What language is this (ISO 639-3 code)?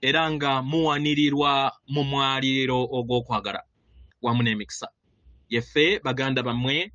lug